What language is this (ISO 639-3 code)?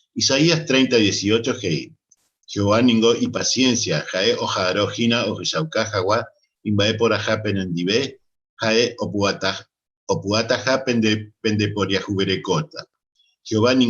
grn